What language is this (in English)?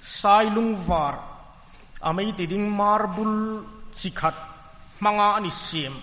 Hmar